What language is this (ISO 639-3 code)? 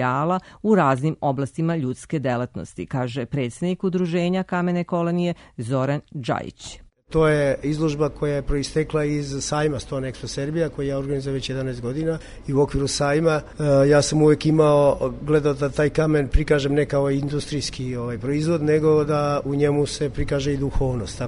srp